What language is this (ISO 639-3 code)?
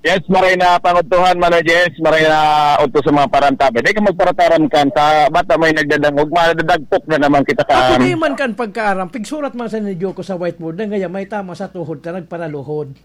bik